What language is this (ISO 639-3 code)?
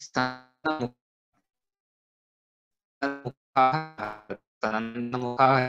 san